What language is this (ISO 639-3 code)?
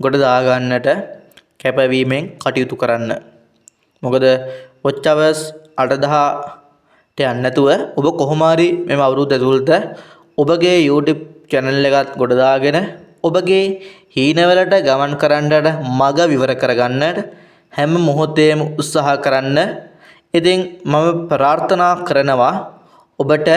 sin